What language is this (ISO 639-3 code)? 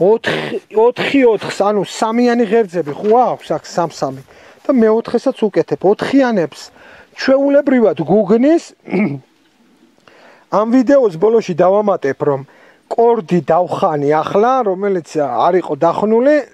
kat